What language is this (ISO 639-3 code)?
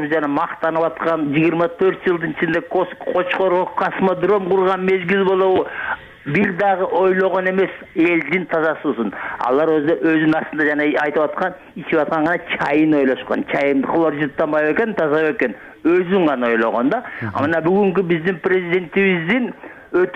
kir